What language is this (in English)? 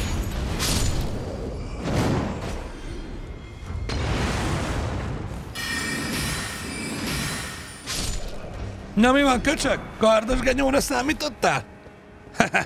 Hungarian